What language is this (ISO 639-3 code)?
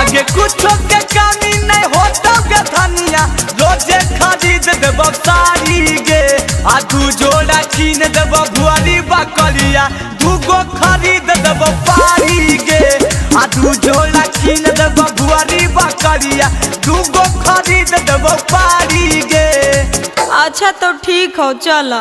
mag